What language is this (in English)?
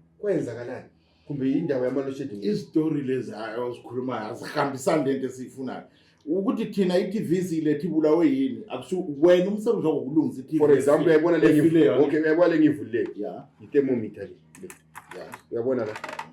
Zulu